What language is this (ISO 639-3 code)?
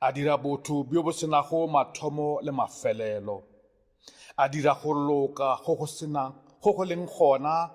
nso